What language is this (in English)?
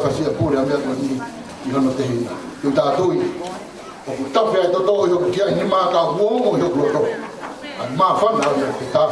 Tongan